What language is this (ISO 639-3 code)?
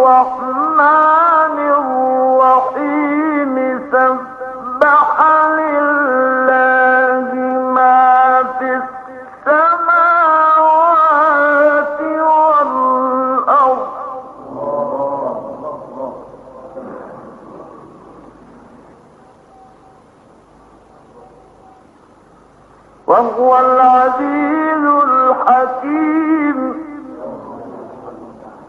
ara